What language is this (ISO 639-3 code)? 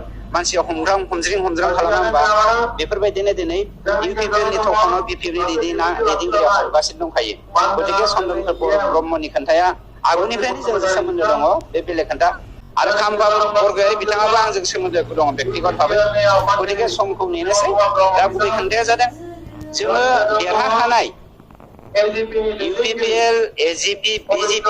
brx